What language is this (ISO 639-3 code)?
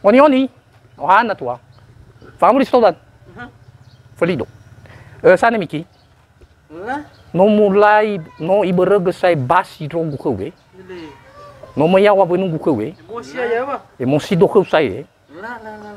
nia